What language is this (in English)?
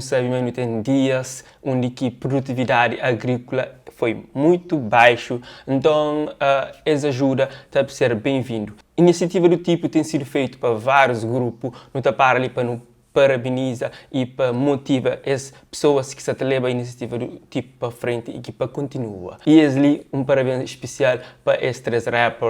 Kabuverdianu